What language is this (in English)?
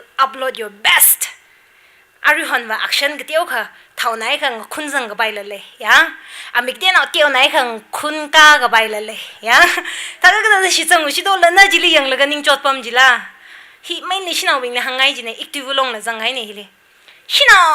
Tangkhul Naga (India)